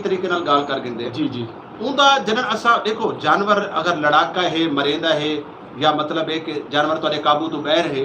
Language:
Saraiki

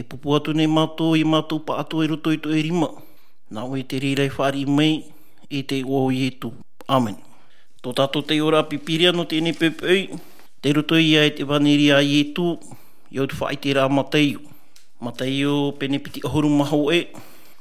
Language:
Tahitian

